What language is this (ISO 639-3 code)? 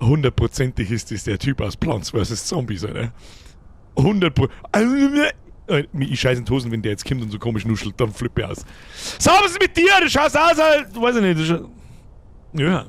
bar